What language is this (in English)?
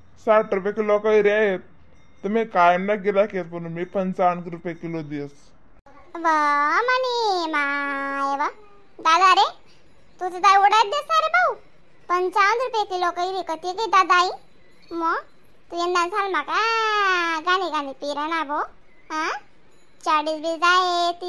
Khandesi